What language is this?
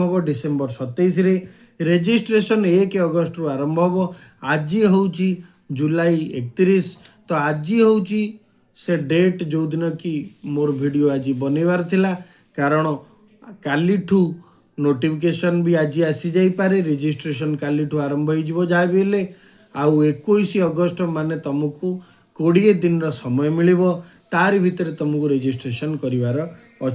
Odia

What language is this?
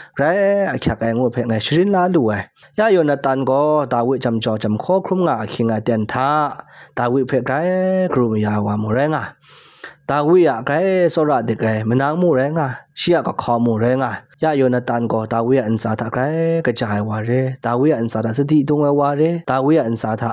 Kachin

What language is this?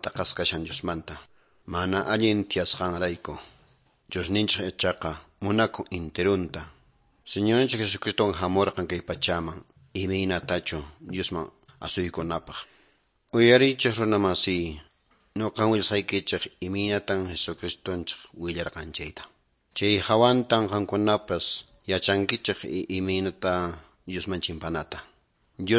Quechua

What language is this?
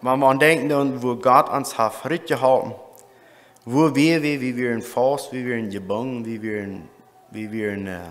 Plautdietsch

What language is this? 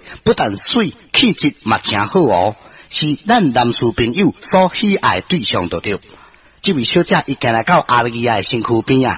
Min Nan Chinese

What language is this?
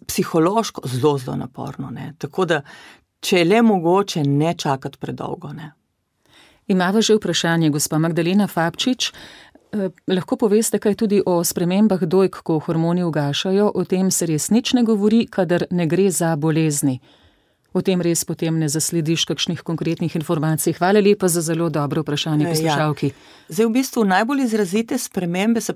Slovenian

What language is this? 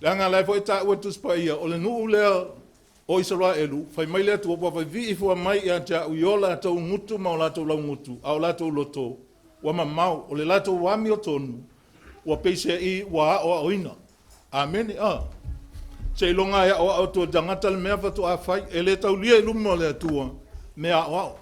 Samoan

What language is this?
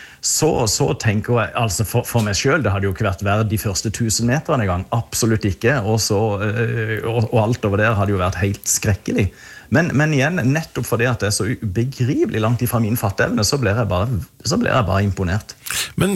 Norwegian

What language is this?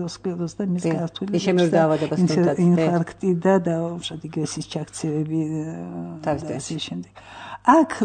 Georgian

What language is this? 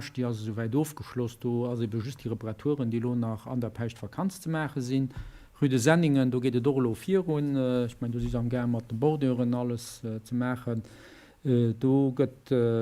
Luxembourgish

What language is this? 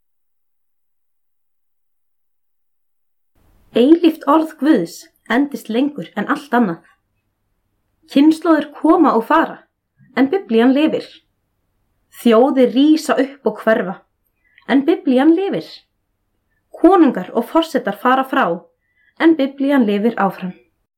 Icelandic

